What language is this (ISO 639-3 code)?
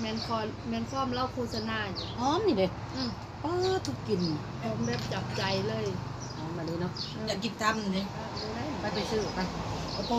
tts